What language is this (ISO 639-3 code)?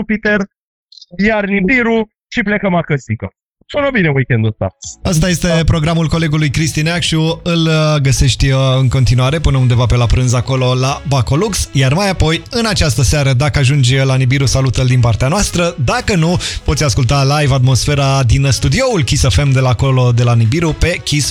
ron